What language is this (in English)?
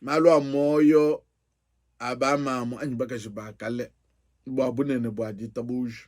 Luba-Lulua